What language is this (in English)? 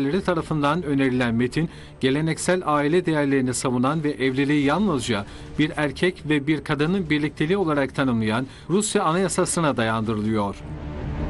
Turkish